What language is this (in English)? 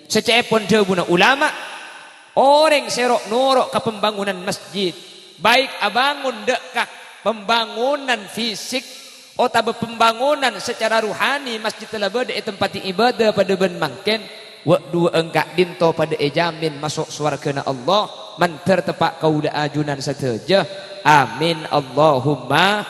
Madurese